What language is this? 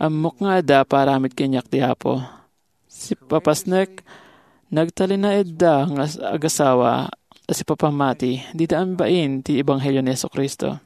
Iloko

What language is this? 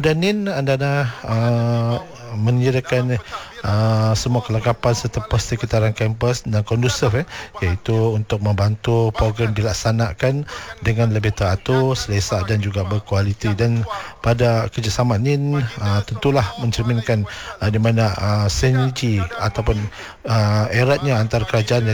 Malay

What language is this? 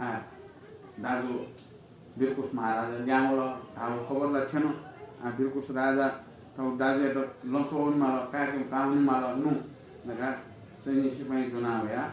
Newari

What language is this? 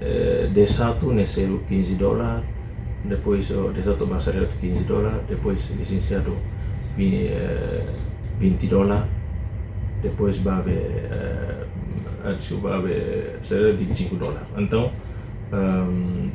Tetum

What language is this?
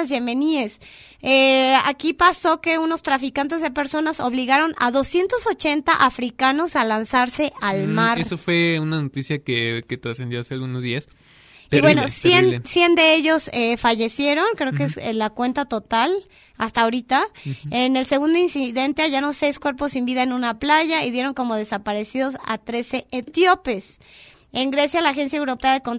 Spanish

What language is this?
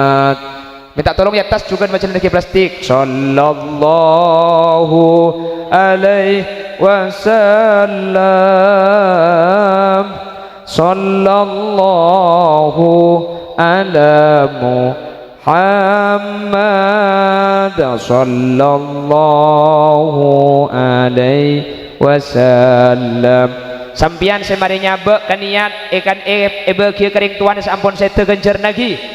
Madurese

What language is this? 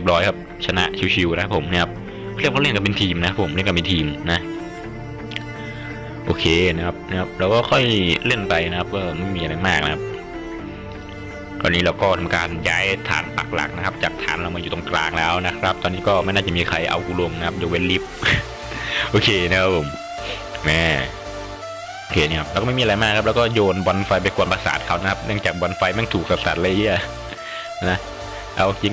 Thai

